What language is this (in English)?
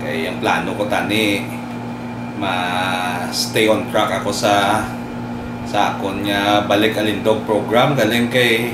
Hiligaynon